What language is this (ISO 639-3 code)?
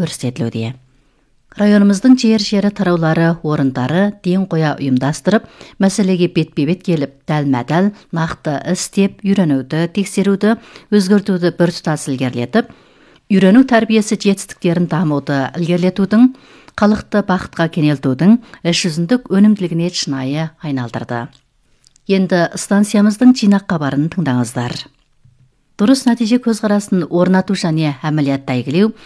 kaz